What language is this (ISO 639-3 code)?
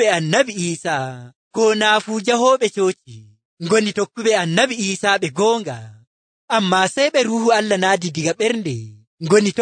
fuv